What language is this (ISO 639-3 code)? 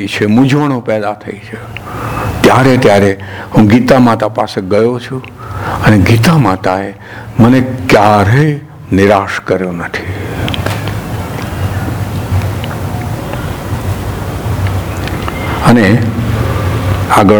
guj